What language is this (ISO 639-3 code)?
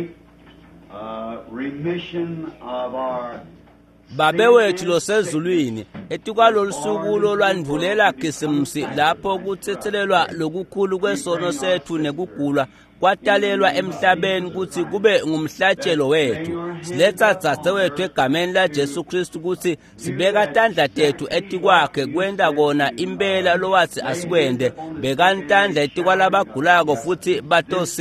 ssw